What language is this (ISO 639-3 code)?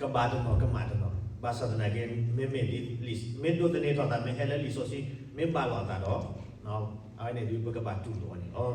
ksw